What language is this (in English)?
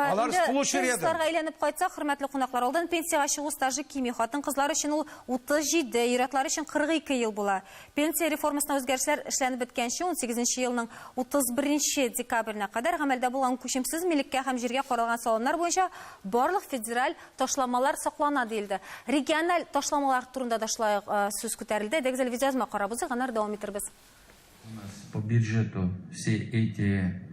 Tatar